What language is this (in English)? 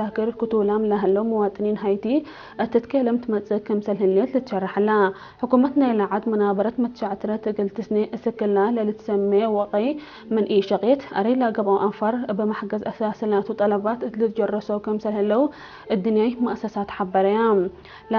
Tigre